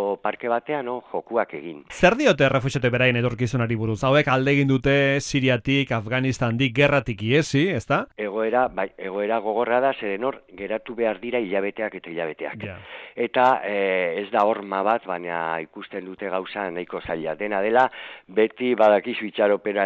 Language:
Basque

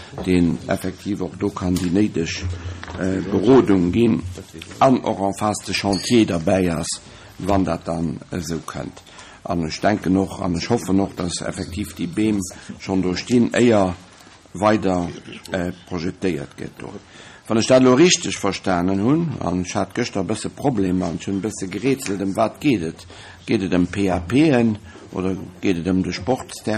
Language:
Luxembourgish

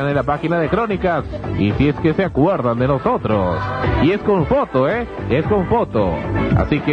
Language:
Spanish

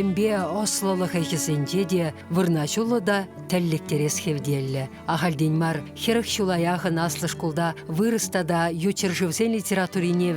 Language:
Chuvash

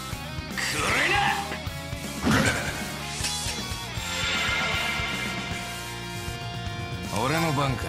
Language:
Japanese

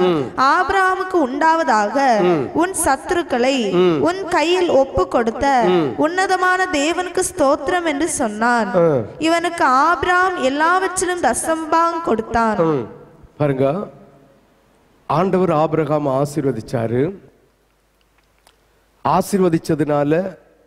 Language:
Tamil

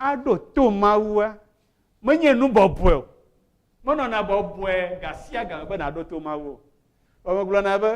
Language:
Ewe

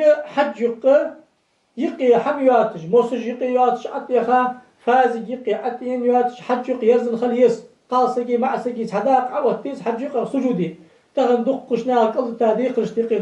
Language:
Ingush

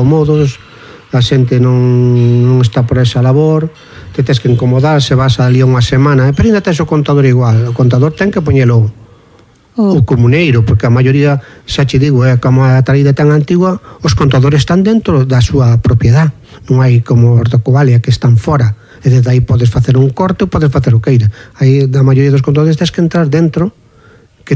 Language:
Galician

